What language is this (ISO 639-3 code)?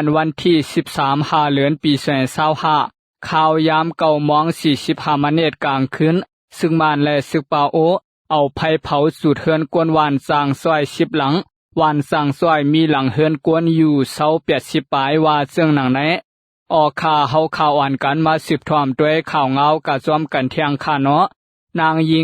lao